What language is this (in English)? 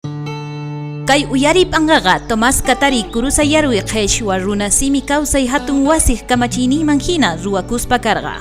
South Bolivian Quechua